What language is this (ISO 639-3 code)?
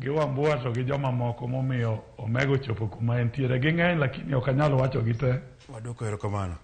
luo